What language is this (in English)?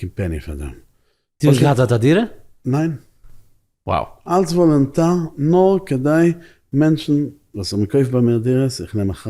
Yiddish